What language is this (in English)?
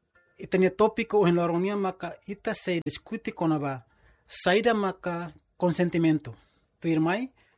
Tetum